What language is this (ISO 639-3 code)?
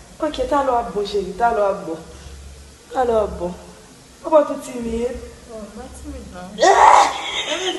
hat